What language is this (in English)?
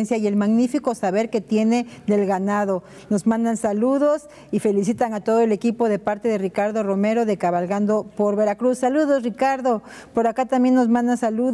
Spanish